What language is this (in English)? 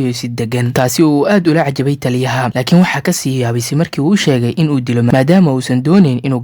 Somali